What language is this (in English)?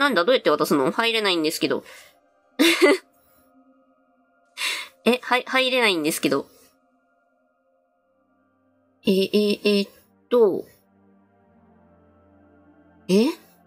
Japanese